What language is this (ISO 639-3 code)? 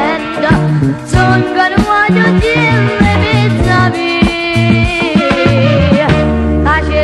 nap